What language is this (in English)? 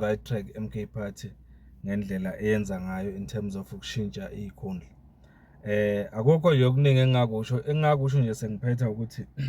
Zulu